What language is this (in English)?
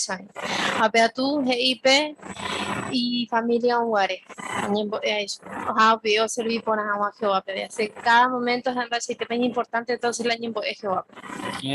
Guarani